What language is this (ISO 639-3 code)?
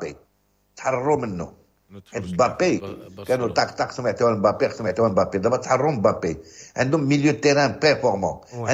ary